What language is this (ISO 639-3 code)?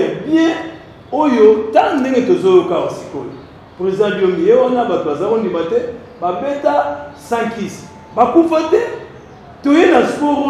lin